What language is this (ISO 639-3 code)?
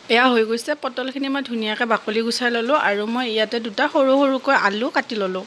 asm